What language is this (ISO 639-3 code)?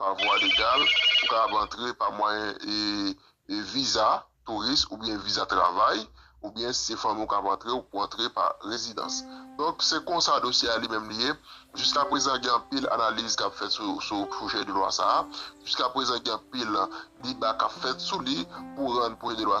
hat